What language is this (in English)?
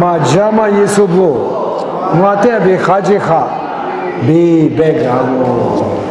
Lisu